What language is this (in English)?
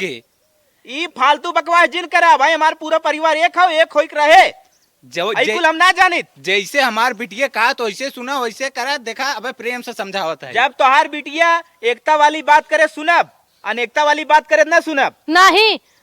Awadhi